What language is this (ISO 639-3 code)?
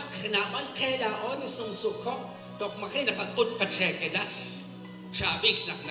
kek